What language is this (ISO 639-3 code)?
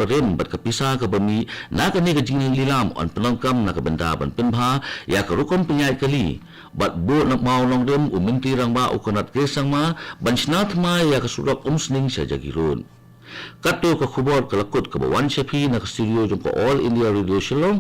kha